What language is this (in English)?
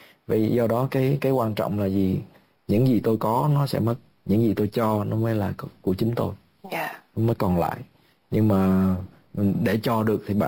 Vietnamese